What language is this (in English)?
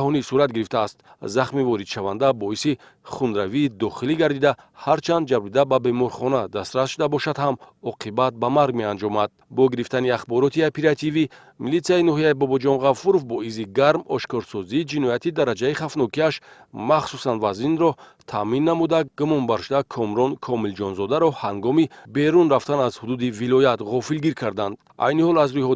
Tajik